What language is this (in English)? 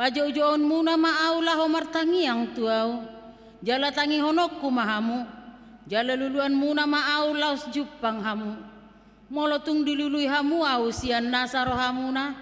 Batak Toba